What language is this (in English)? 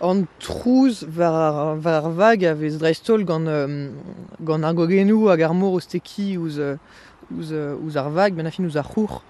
Breton